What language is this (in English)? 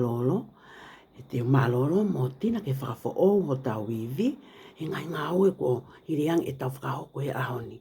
Tongan